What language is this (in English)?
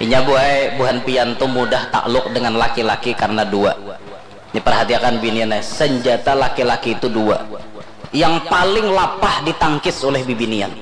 Banjar